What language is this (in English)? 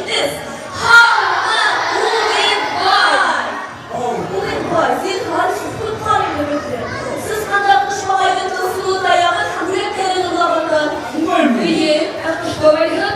Bashkir